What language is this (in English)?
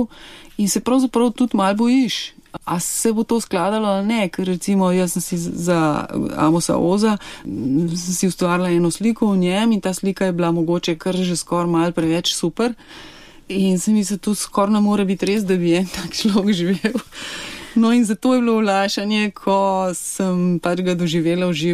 Slovenian